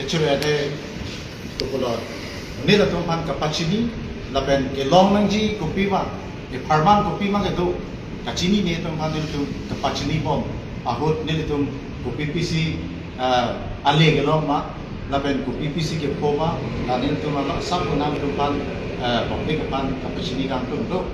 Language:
Karbi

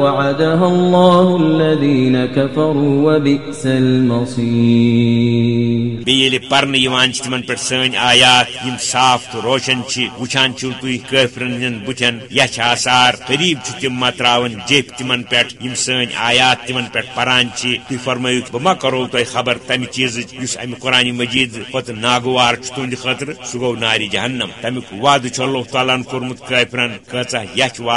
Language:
Kashmiri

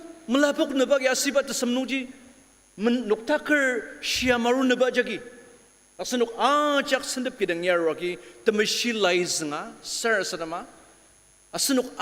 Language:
Ao Naga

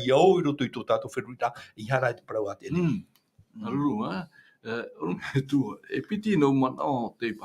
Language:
Tahitian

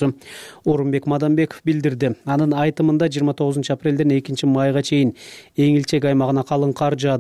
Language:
Kyrgyz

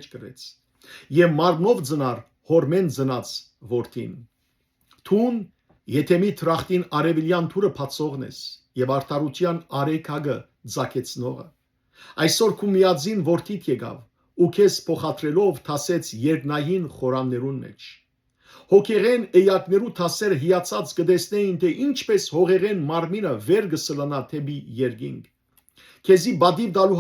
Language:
Western Armenian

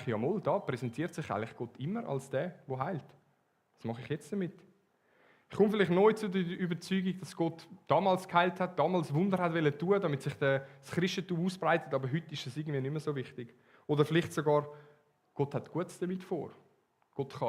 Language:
Swiss German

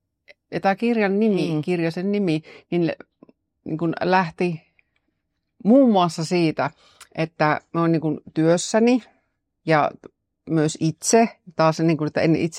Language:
Finnish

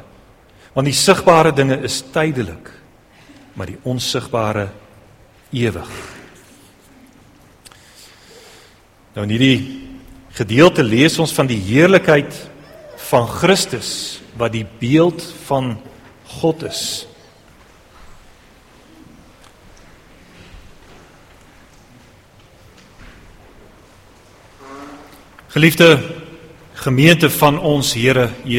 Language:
Afrikaans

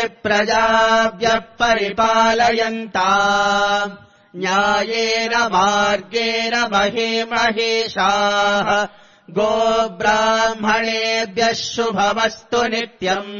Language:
Sanskrit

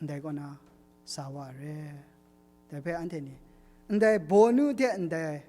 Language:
Kachin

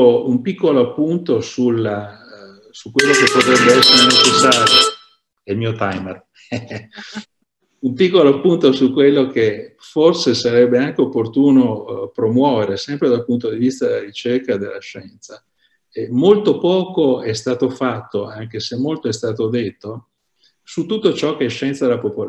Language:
Italian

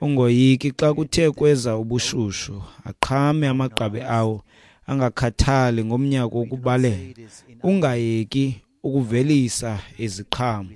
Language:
Xhosa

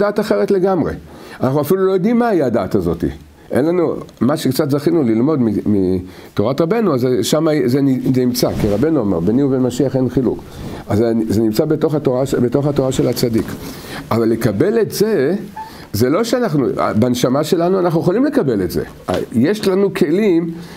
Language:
Hebrew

